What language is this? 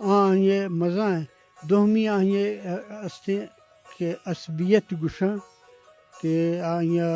Eastern Balochi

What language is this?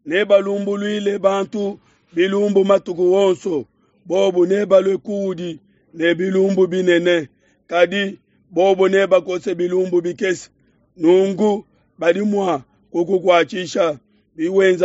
Luba-Lulua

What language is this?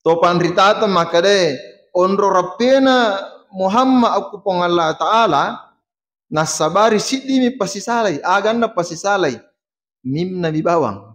Buginese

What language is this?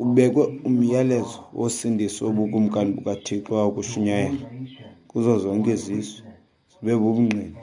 Xhosa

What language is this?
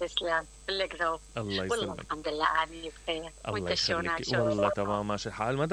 Mesopotamian Arabic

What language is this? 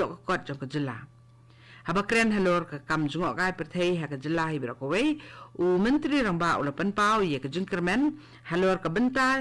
Khasi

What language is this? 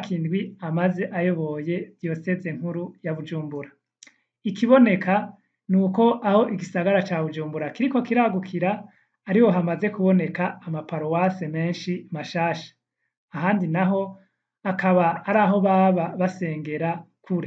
Rundi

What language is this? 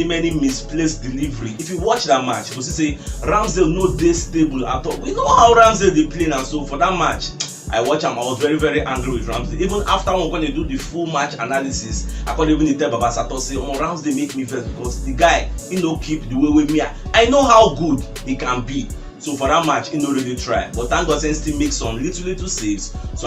Nigerian Pidgin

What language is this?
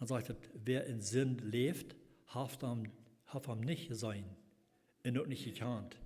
Plautdietsch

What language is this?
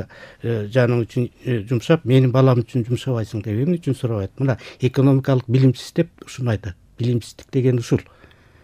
Kyrgyz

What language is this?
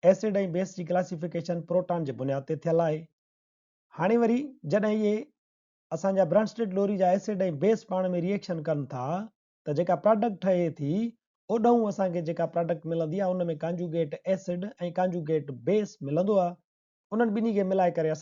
Sindhi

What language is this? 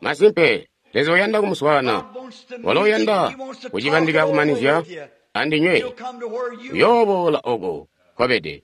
Tonga (Zambia)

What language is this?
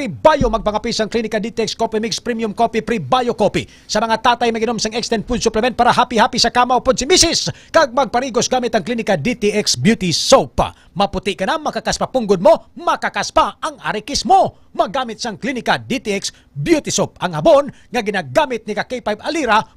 Hiligaynon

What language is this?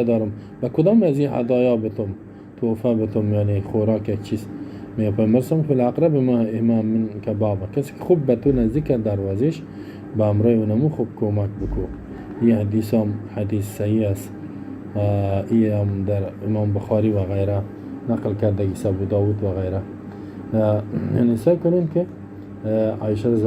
Persian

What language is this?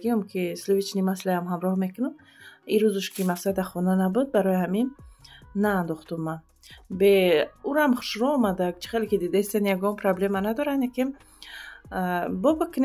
Tajik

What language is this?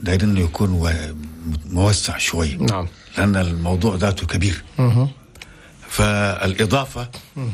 Chadian Arabic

